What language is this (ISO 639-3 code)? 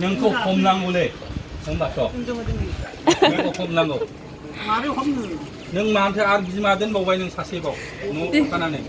brx